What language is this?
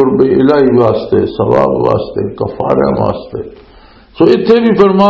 Western Panjabi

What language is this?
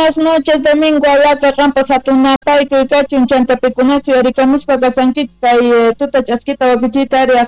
South Bolivian Quechua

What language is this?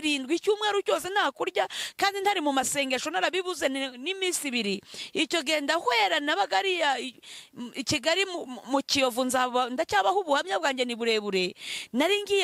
Kinyarwanda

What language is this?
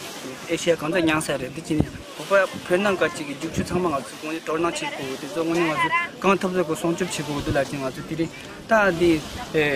Tibetan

